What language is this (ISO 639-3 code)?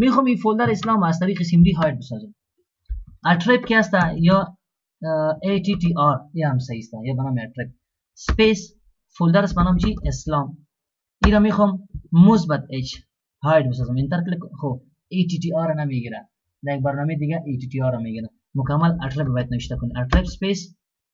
fas